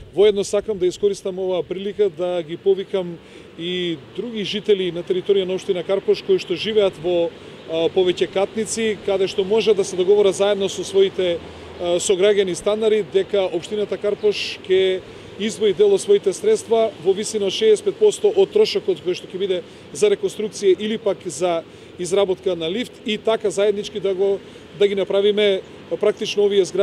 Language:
Macedonian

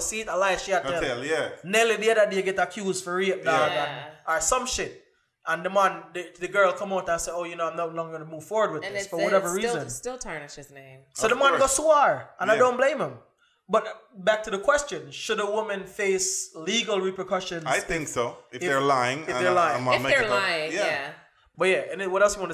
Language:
Jamaican Creole English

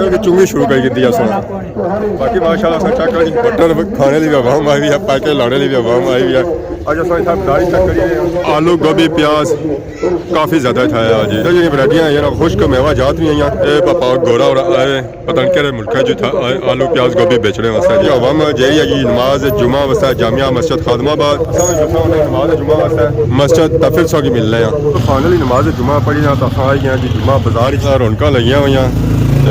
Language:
Pahari-Potwari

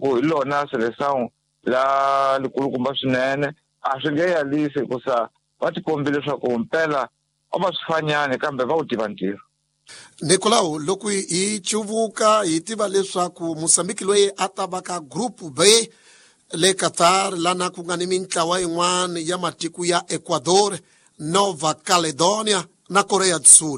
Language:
Tsonga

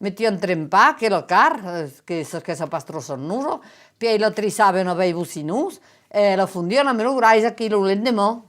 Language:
Occitan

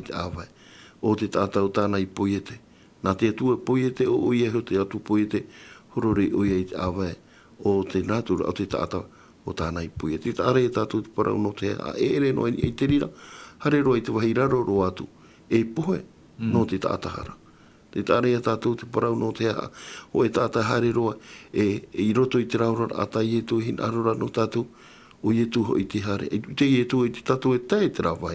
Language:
Tahitian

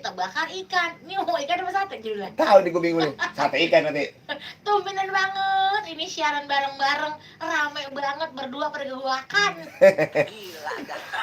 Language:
Betawi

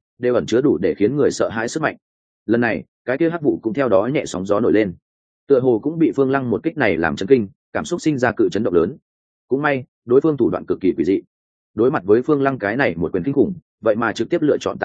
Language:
Vietnamese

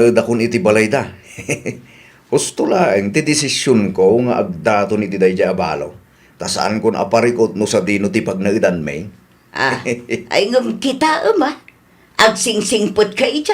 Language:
Iloko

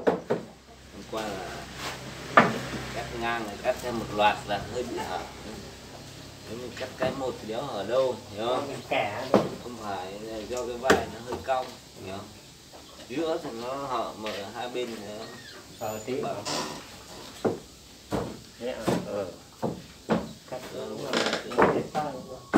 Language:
Vietnamese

